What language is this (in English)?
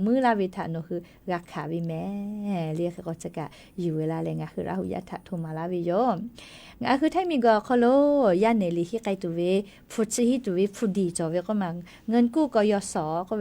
Lahu